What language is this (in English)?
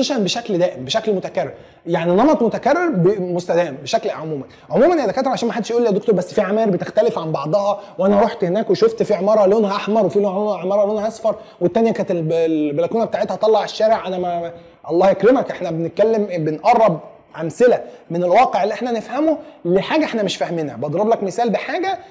Egyptian Arabic